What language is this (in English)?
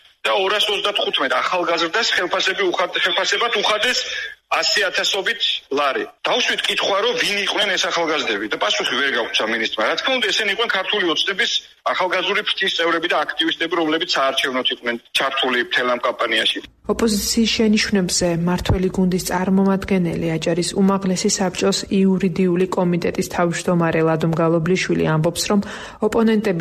Georgian